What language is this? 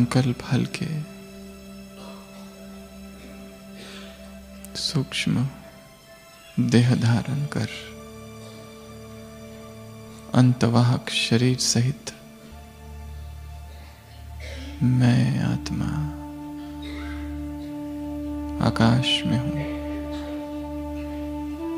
Hindi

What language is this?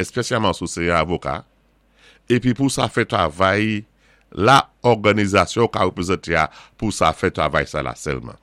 Saint Lucian Creole French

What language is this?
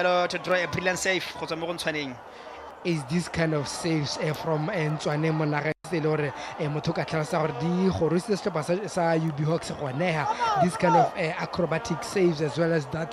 Tswana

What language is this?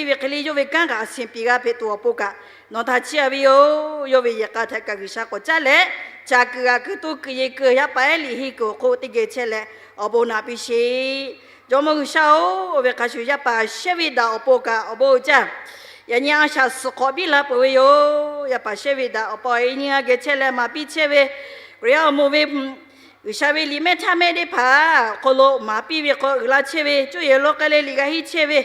Lahu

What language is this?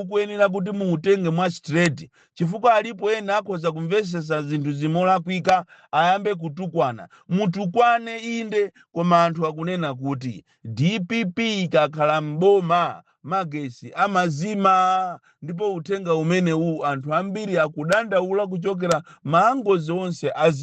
Nyanja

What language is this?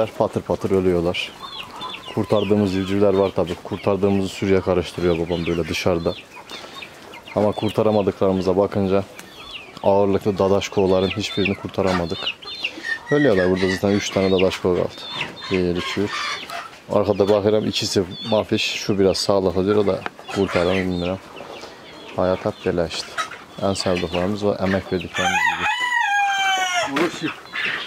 Turkish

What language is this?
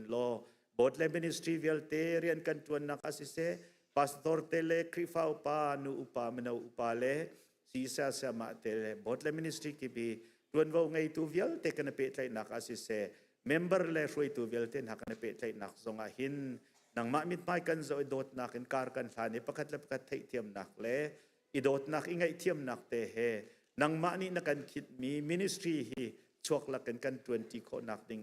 Hakha Chin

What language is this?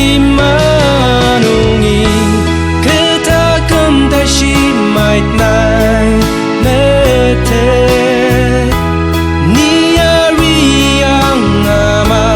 Ao Naga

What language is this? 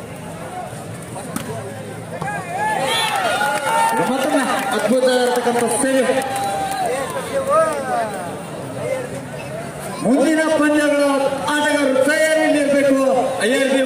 Kannada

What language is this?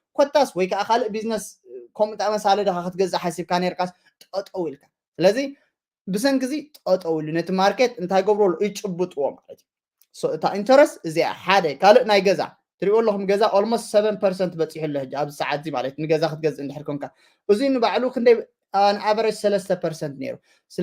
Tigrinya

